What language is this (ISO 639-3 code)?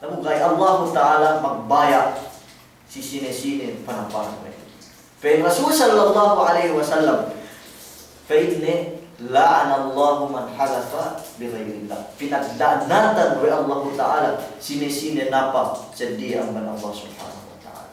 yka